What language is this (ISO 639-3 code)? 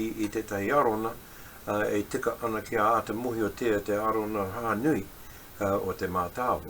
mri